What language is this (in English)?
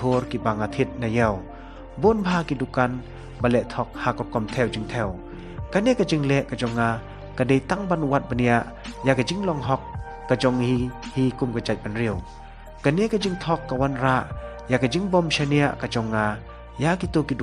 Khasi